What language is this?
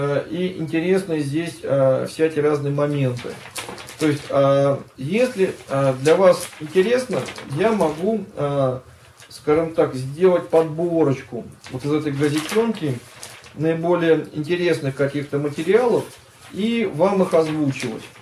Russian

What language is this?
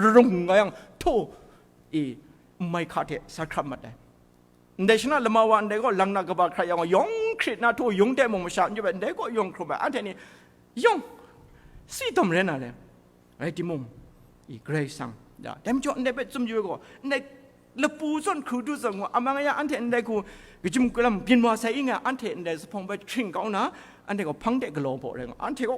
Kachin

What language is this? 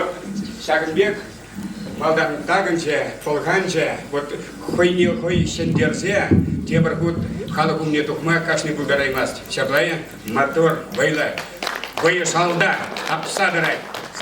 Chuvash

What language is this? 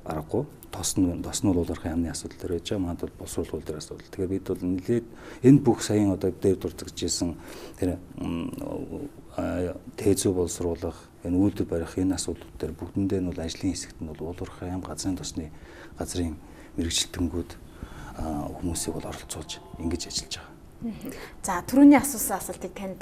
Mongolian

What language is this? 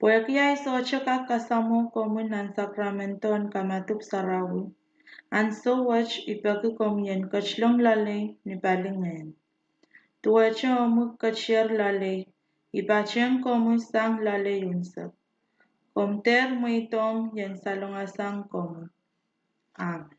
Pohnpeian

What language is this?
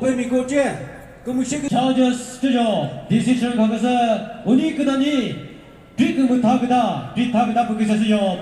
Chokri Naga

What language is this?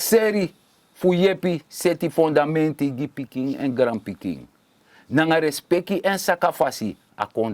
Sranan Tongo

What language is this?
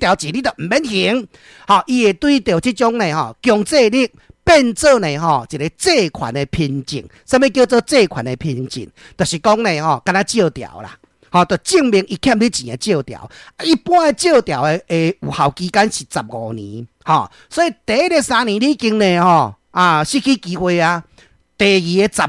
Min Nan Chinese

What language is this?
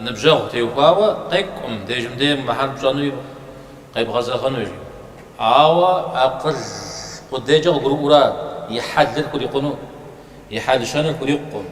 Kabardian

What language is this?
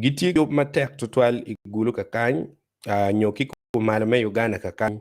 Acoli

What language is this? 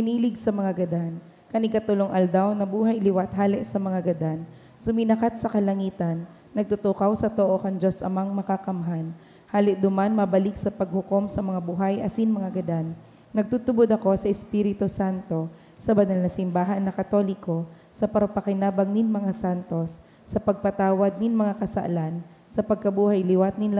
Bikol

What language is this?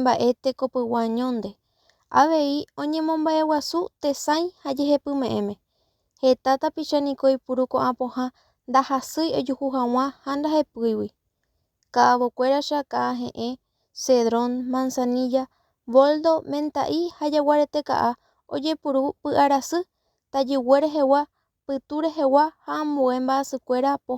Guarani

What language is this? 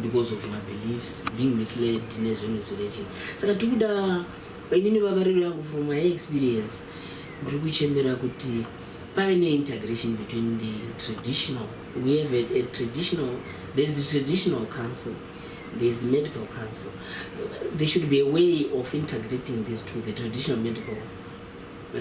Shona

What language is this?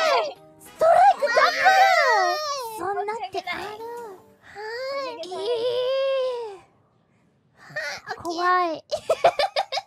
Japanese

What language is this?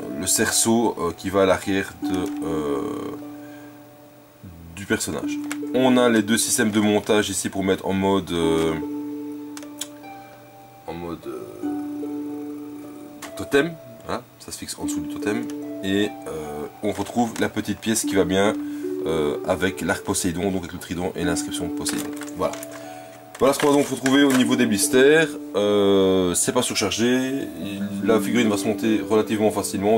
French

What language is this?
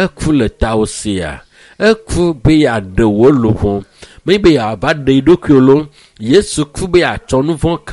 Ewe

